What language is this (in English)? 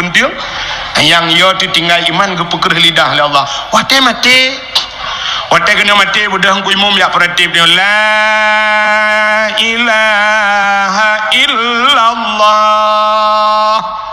Achinese